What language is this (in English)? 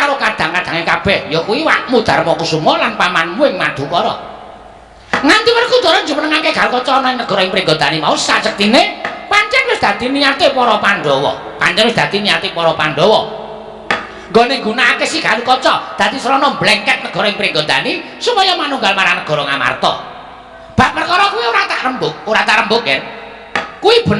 Javanese